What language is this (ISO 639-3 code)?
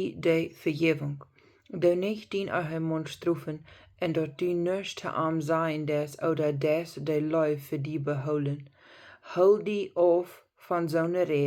pdt